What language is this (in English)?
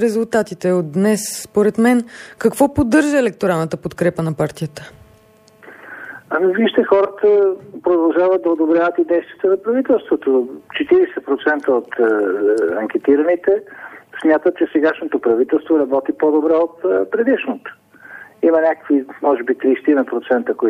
Bulgarian